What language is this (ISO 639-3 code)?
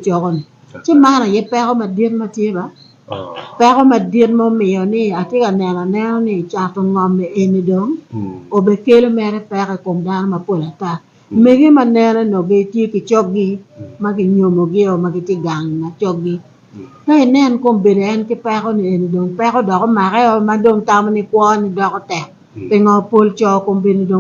ach